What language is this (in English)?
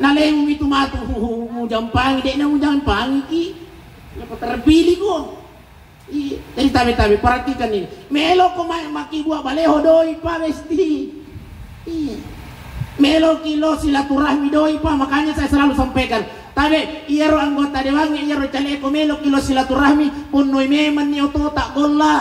Buginese